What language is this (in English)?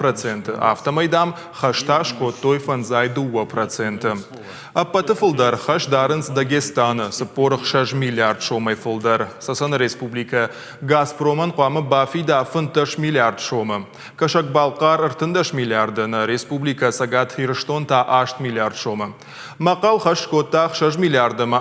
Ossetic